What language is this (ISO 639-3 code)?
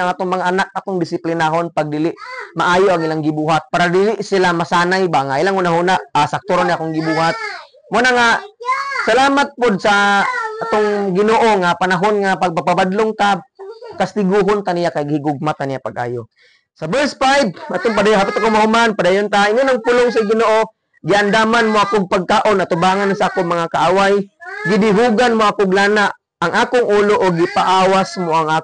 ceb